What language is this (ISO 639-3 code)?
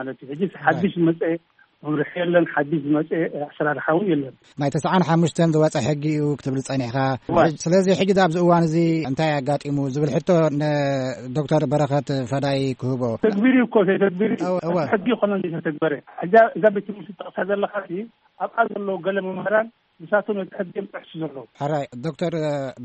tir